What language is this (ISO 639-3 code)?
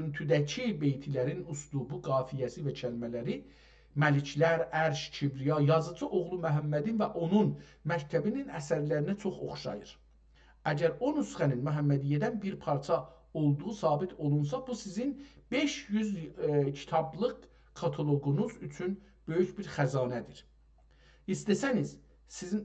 azb